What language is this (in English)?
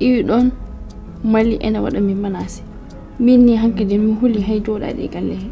Fula